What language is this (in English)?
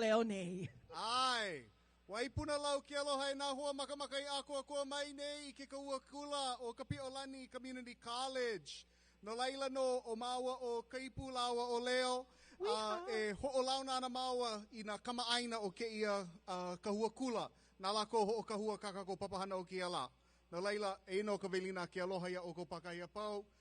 Hawaiian